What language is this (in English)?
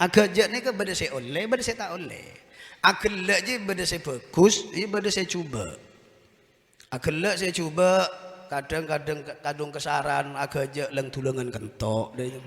Madurese